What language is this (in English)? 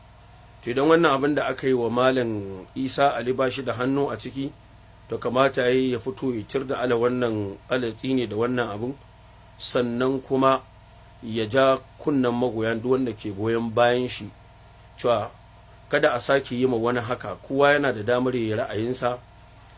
Hausa